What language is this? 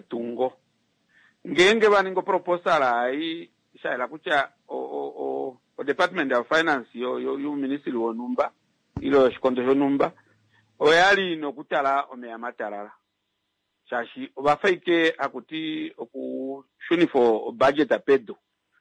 Kuanyama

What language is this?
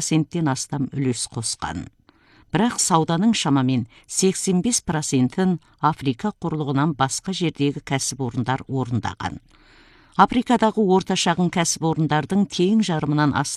Kazakh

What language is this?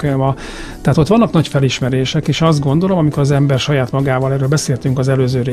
Hungarian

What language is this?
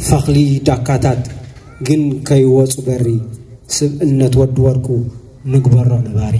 Tigrinya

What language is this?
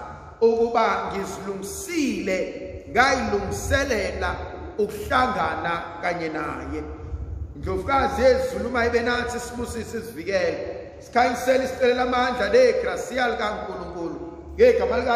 Zulu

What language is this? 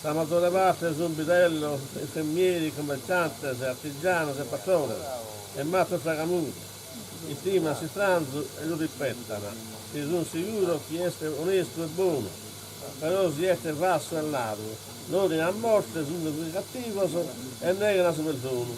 Sardinian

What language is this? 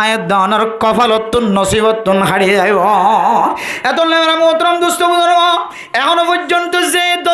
Rohingya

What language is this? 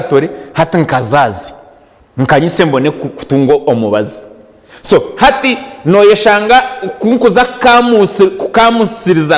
Nyankole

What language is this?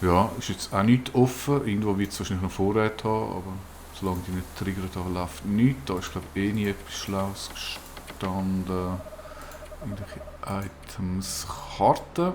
Swiss German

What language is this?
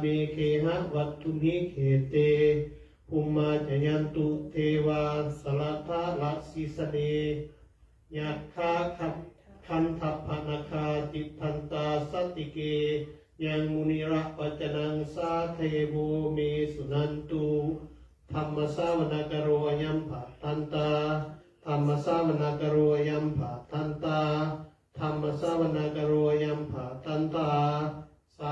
Pali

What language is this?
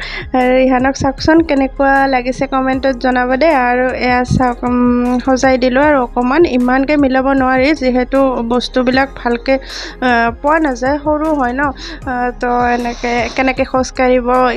Assamese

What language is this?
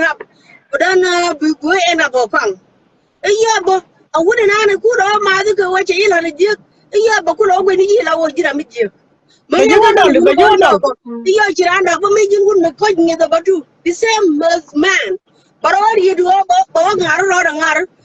Nuer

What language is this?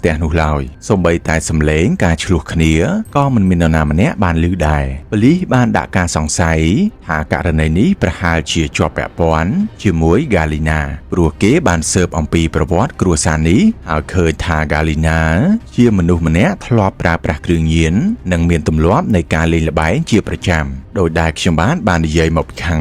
Khmer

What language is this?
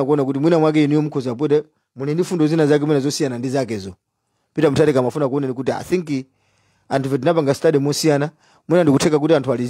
Nyanja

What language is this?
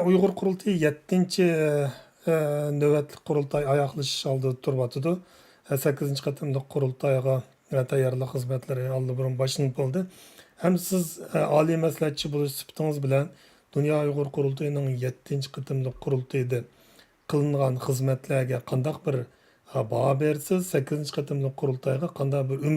Uyghur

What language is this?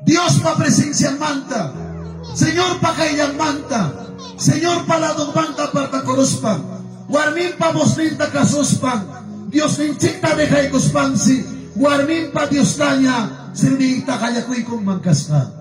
Ayacucho Quechua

